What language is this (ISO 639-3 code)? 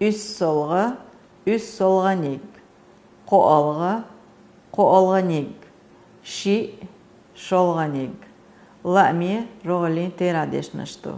che